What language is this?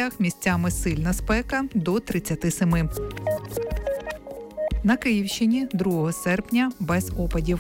Ukrainian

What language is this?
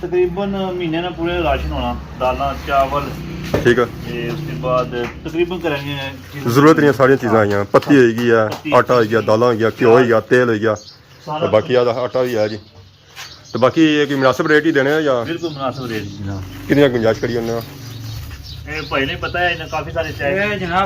Pahari-Potwari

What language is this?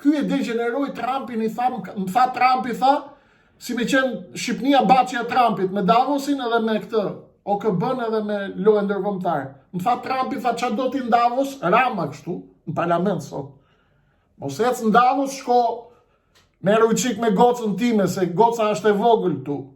Albanian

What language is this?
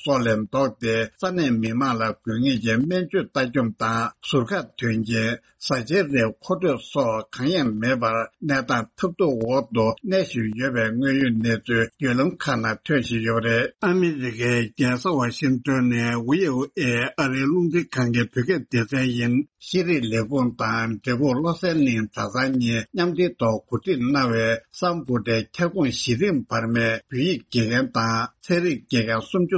Tibetan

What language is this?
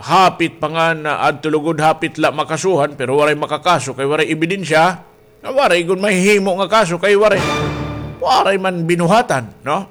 Waray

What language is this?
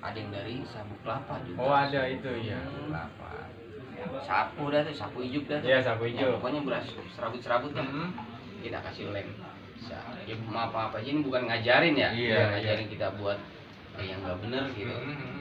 Betawi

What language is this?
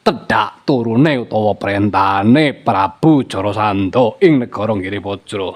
Javanese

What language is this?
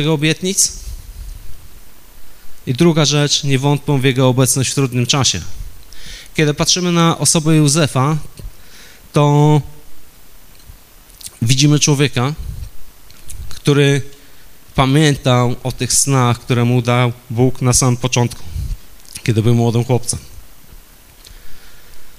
Polish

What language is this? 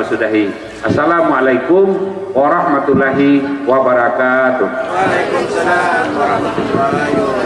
Minangkabau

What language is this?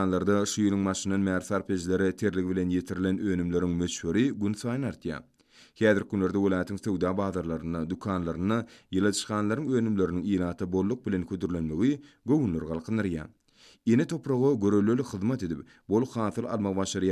Turkmen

